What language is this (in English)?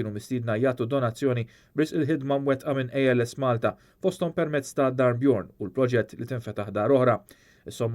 Maltese